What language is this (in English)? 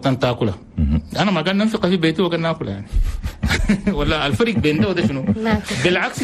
Chadian Arabic